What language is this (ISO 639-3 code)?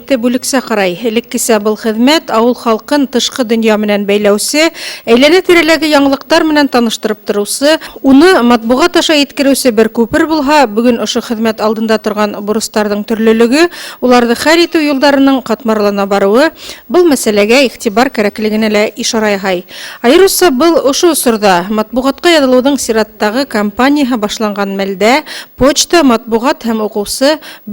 bak